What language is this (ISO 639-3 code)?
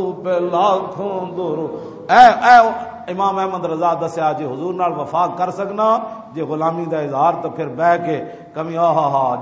lah